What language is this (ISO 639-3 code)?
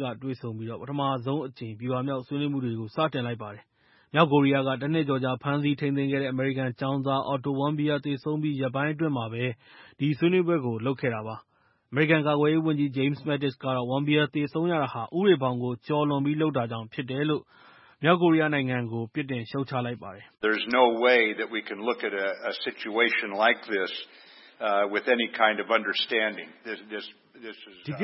mya